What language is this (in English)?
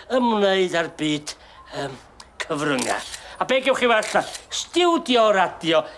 Welsh